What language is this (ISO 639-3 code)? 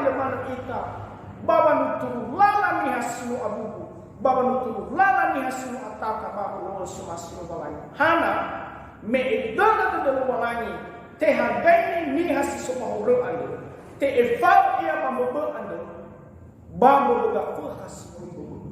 nia